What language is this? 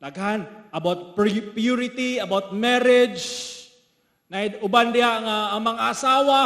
Cebuano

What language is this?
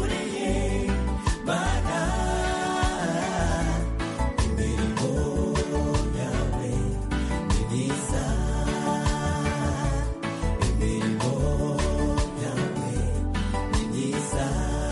Kinyarwanda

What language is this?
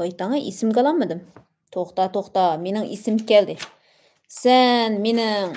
Uyghur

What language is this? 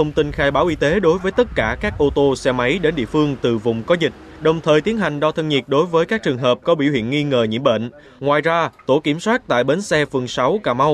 Vietnamese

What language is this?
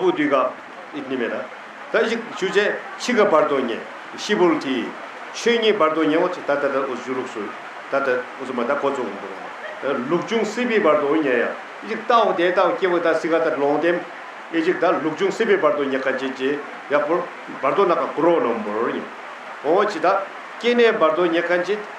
Tibetan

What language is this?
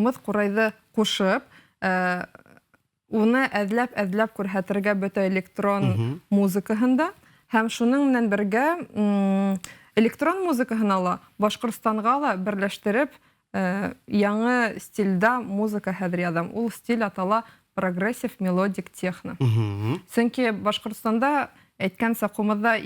Bashkir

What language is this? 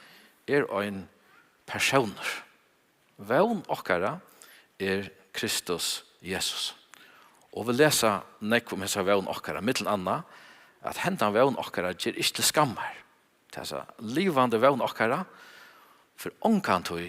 Faroese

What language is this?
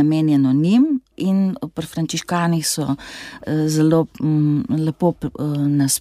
Slovenian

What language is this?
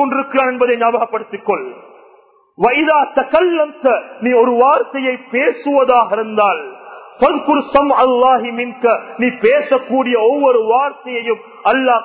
Tamil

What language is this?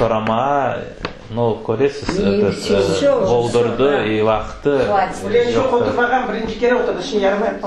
Crimean Tatar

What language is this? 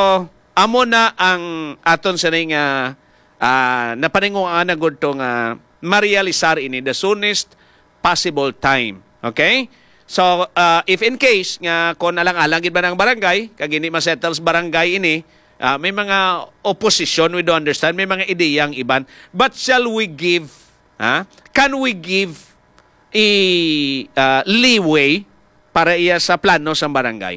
Hiligaynon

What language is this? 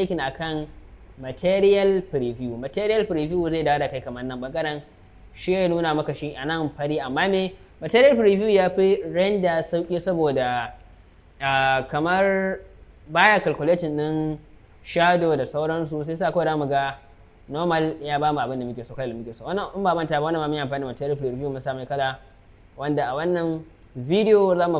Hausa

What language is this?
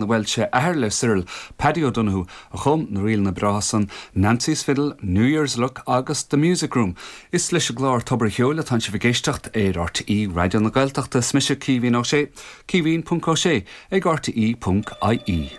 Irish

